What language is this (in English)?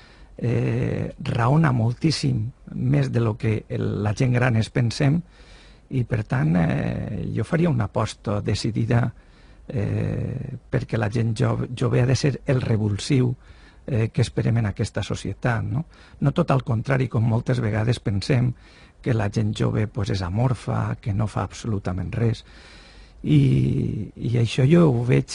Catalan